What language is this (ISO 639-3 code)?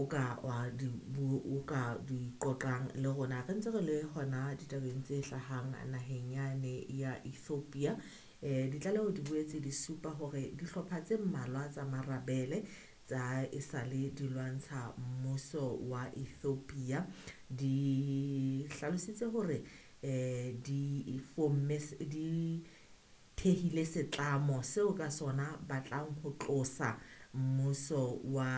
sot